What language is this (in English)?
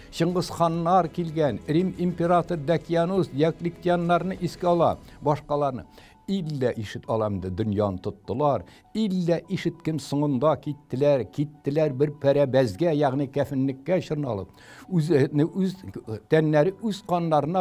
Tatar